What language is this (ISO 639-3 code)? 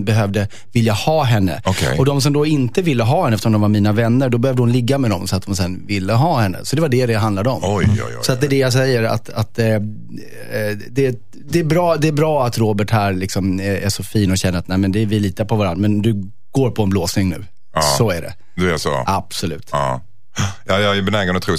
swe